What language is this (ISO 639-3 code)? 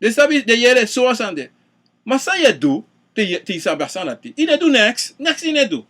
srn